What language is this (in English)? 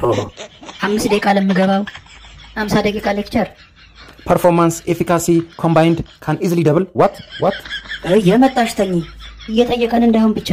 Amharic